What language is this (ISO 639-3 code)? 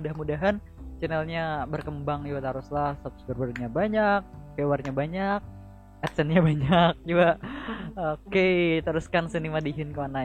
bjn